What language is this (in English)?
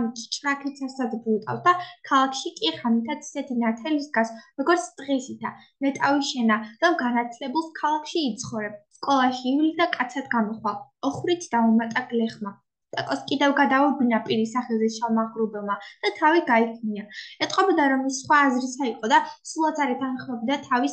Georgian